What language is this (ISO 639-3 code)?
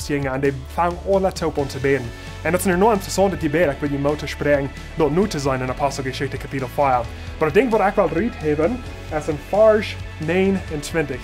pdt